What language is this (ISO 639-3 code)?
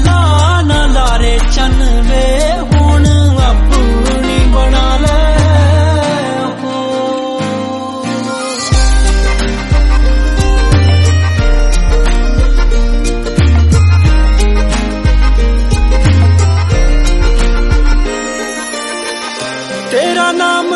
pan